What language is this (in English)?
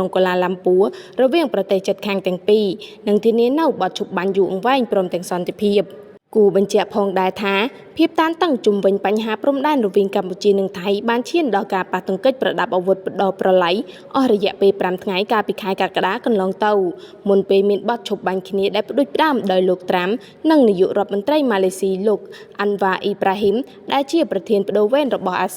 Khmer